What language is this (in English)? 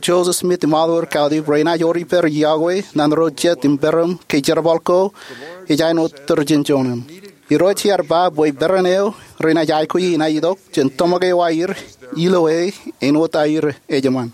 Marshallese